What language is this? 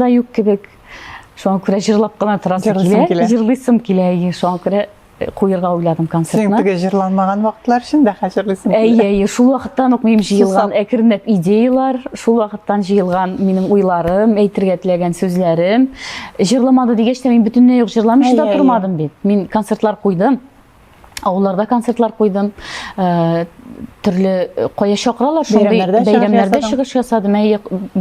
Tatar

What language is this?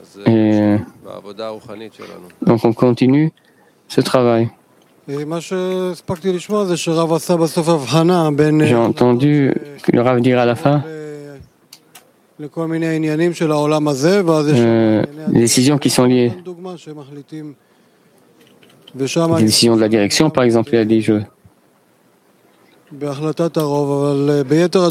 French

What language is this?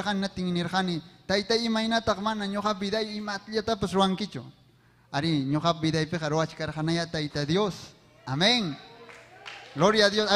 Ayacucho Quechua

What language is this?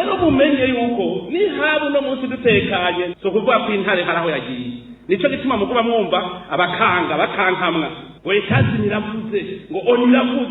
Rundi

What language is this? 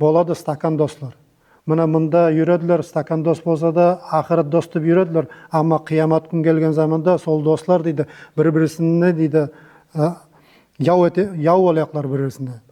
Nogai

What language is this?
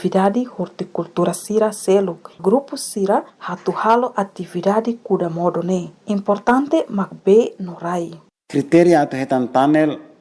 Tetum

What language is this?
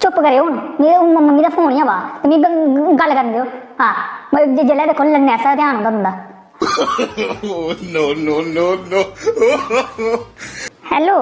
Dogri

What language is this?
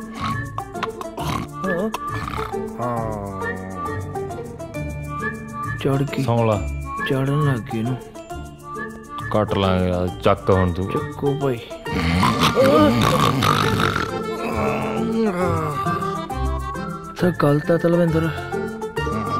Punjabi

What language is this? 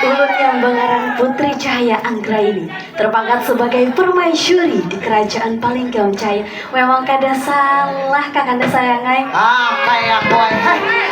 Banjar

